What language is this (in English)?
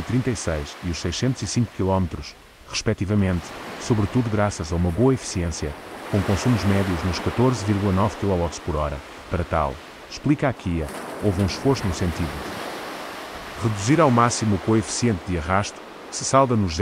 Portuguese